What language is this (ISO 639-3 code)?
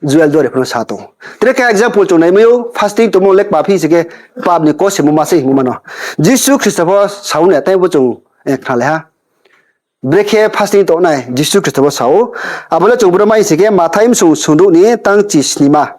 ria